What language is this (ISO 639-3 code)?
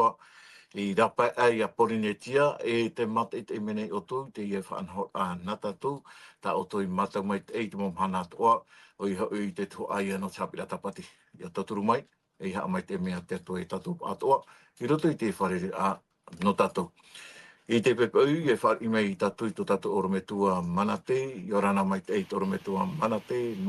tah